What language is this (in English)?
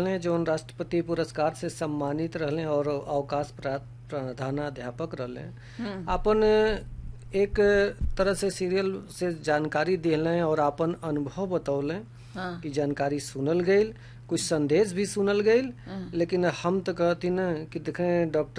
Bhojpuri